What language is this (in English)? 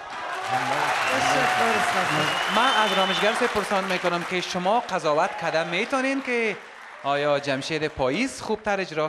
Persian